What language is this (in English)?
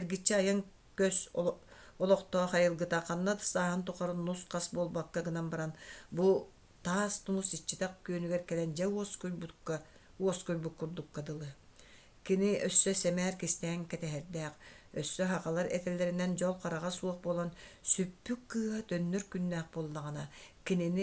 Yakut